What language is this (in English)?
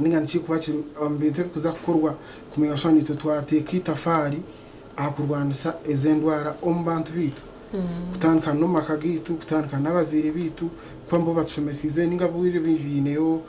Nyankole